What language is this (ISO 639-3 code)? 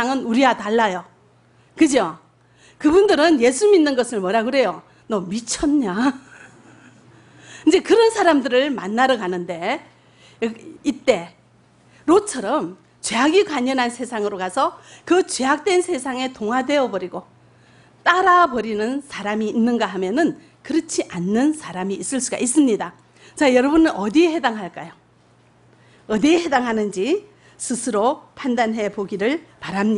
kor